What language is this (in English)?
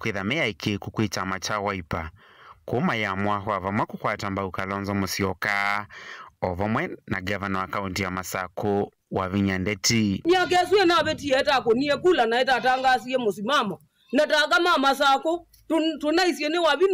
Kamba